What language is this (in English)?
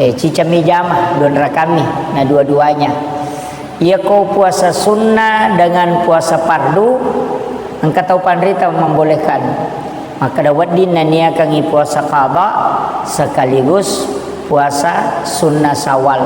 Buginese